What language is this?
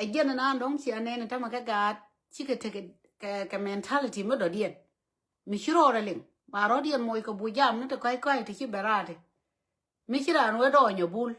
Nuer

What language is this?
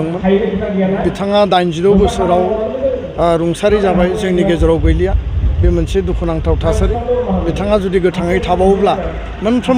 Bodo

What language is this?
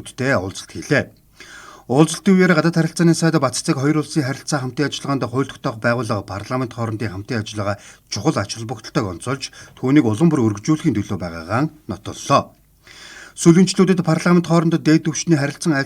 Mongolian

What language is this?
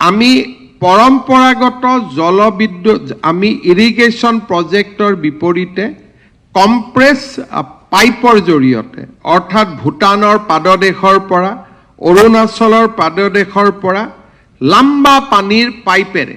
Assamese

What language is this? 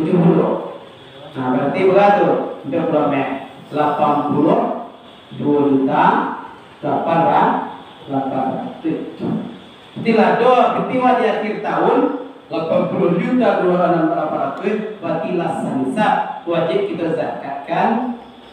Minangkabau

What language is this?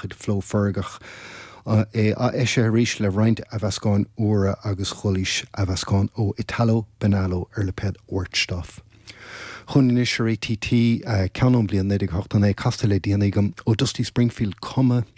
Irish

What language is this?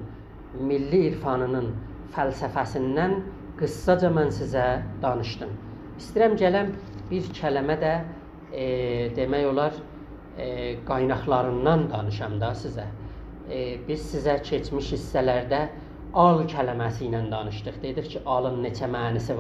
South Azerbaijani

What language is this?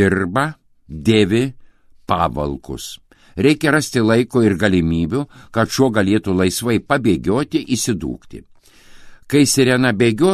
Lithuanian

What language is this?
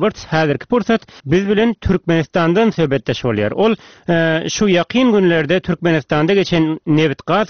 Turkmen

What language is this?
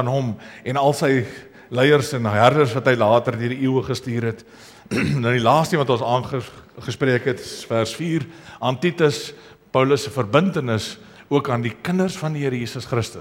Afrikaans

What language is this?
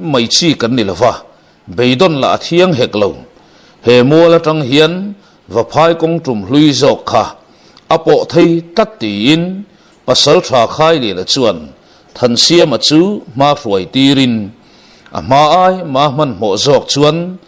Mizo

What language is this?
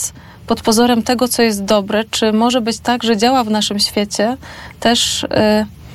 Polish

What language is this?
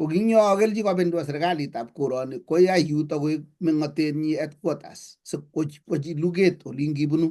Kalenjin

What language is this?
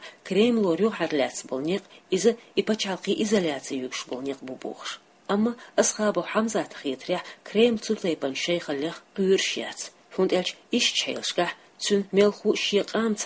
Chechen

